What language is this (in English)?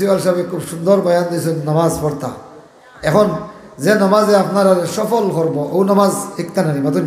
Sylheti